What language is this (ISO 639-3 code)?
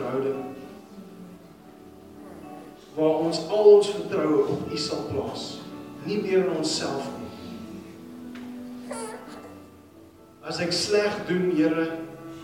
afr